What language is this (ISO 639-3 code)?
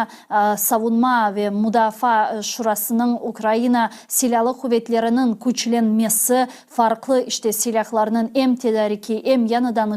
crh